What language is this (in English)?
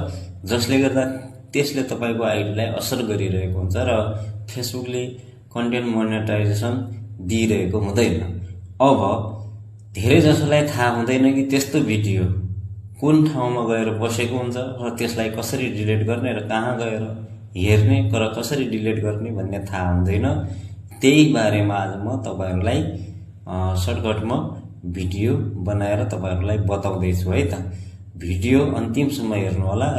Nepali